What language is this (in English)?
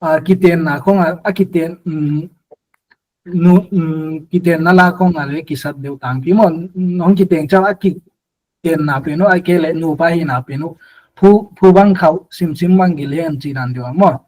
Paite Chin